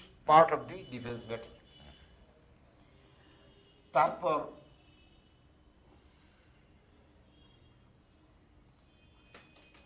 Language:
Bangla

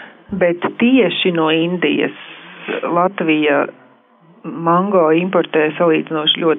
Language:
Latvian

